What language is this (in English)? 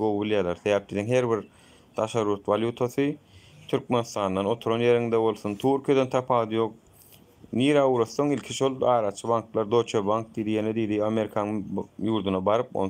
Turkmen